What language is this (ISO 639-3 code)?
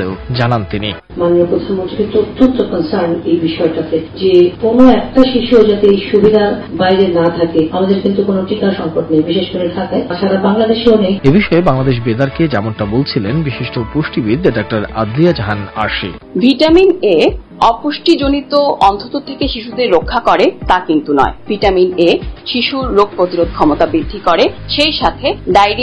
ben